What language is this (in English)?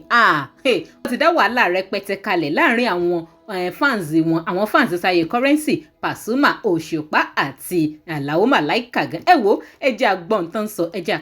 Yoruba